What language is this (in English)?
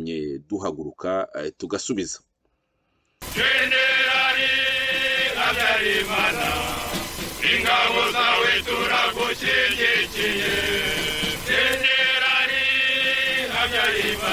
Kinyarwanda